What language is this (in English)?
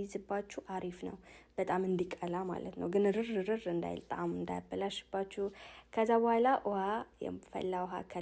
Amharic